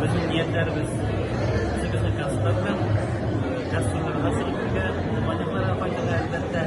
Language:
Bashkir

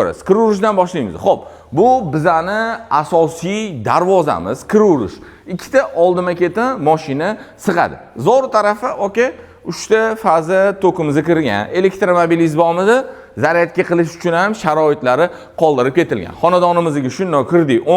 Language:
Uzbek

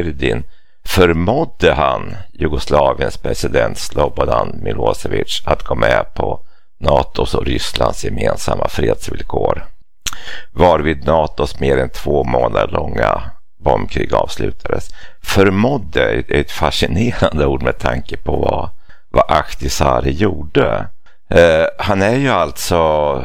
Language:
Swedish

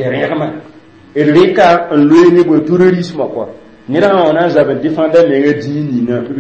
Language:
Mossi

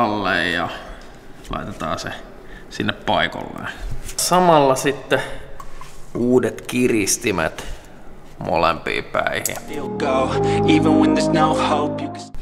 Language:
Finnish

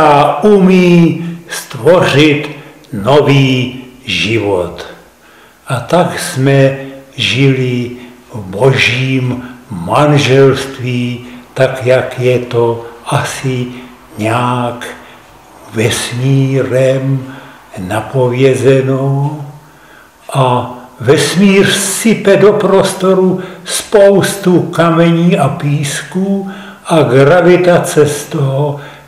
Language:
Czech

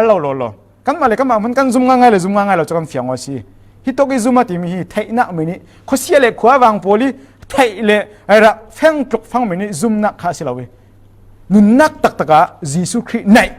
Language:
Falam Chin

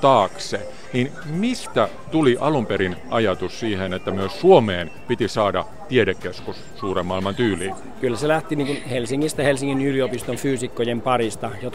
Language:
Finnish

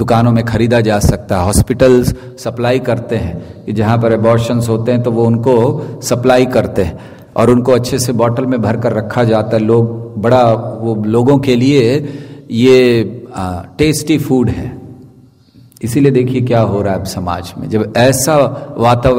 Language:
Hindi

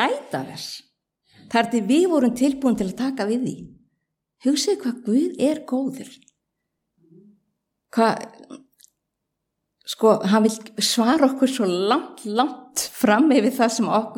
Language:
Icelandic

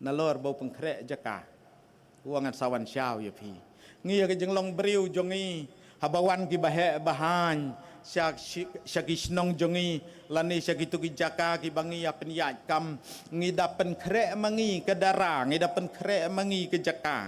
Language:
Khasi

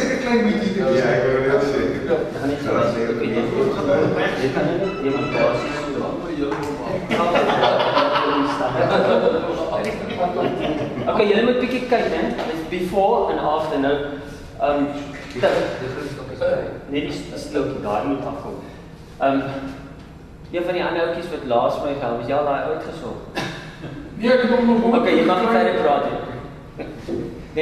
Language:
Afrikaans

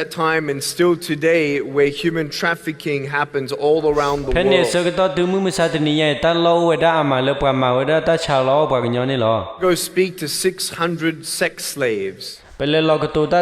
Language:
S'gaw Karen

